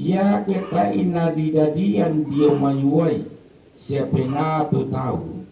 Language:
Toraja-Sa'dan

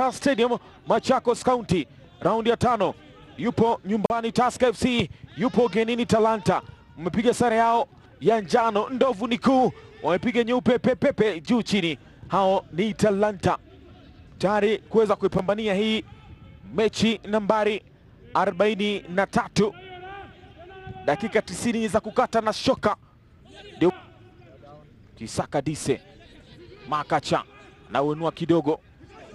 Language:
Swahili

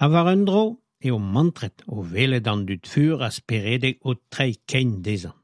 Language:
Breton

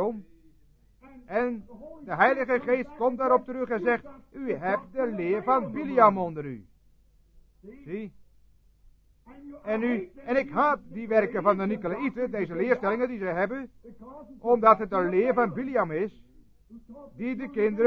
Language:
Dutch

